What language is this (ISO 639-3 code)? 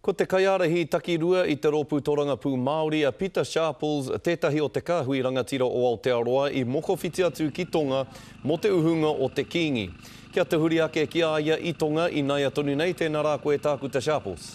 mri